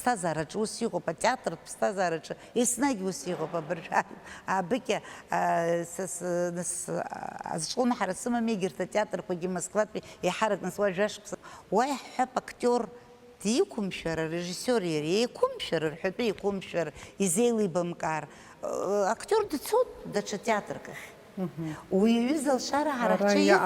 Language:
Abkhazian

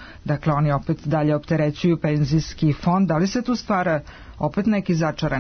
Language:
Serbian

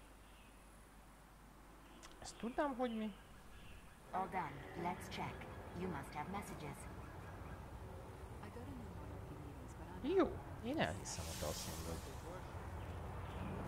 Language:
Hungarian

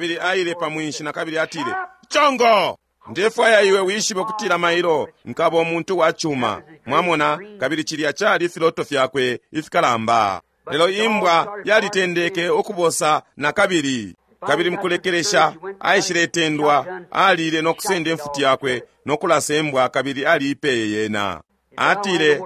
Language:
Bemba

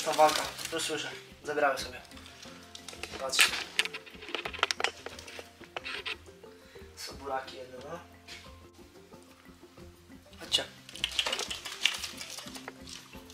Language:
Polish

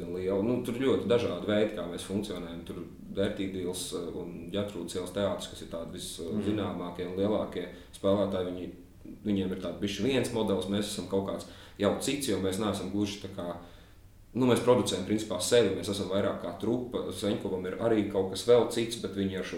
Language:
Latvian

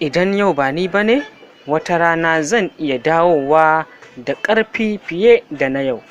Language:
Hausa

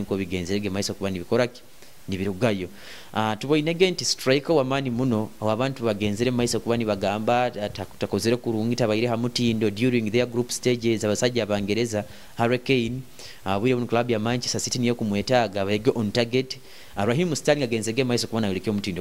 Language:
Nyoro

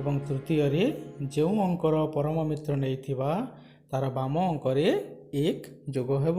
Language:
Odia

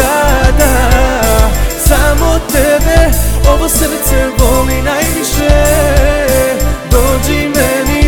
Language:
Croatian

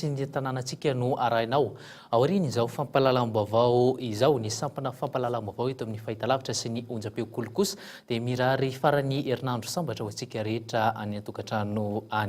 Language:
Malagasy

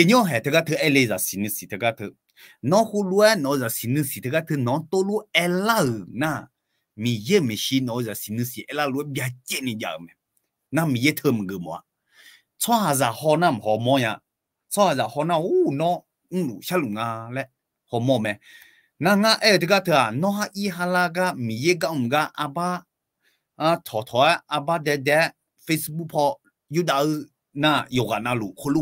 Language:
Akha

